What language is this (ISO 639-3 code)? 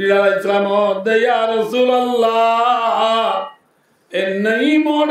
rhg